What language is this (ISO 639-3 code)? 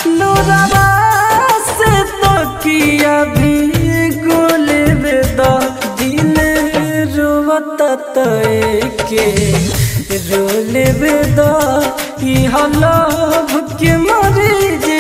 bho